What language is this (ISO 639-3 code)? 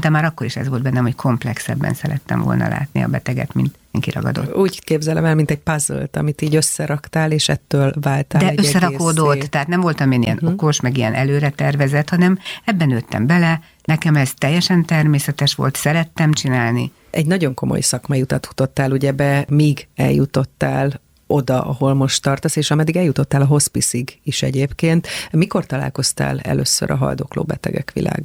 hun